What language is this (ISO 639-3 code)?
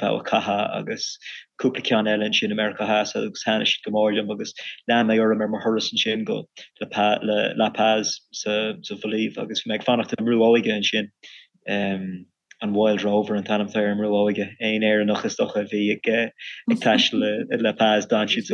gle